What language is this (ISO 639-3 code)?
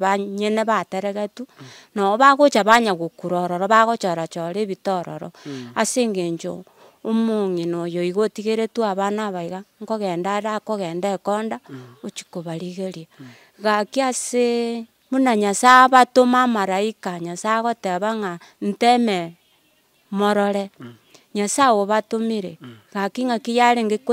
guz